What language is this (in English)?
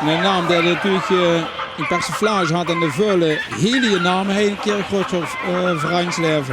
Limburgish